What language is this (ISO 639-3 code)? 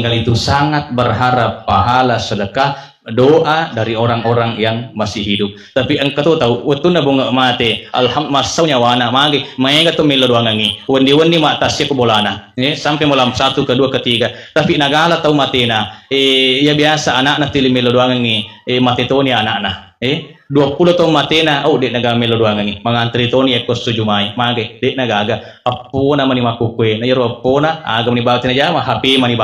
bug